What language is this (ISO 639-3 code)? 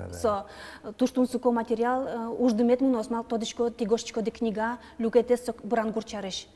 udm